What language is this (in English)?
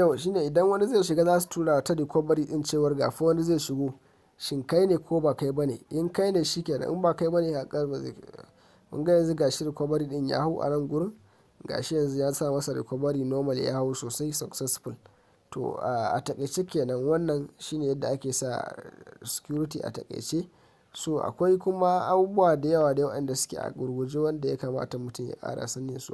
Hausa